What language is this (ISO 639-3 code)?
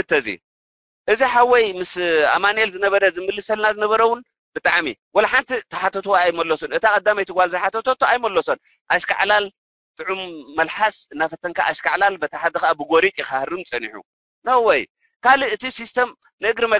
tir